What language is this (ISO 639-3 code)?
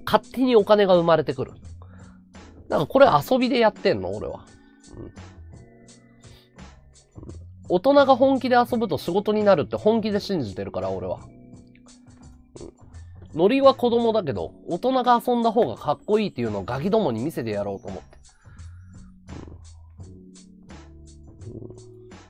jpn